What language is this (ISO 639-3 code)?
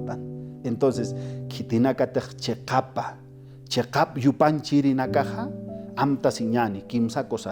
aym